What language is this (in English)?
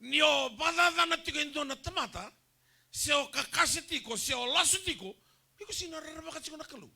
Fijian